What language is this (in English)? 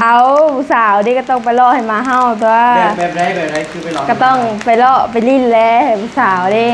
Northeastern Thai